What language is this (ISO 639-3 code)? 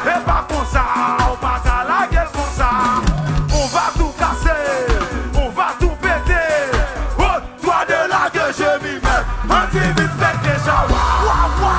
hat